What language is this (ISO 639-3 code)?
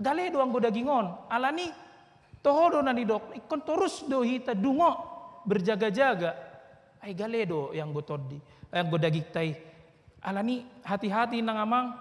bbc